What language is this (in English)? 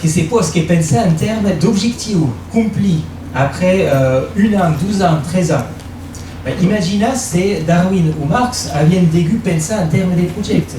Occitan